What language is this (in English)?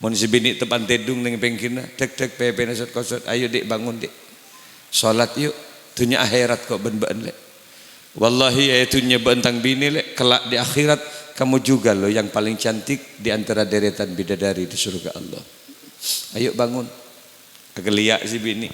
Madurese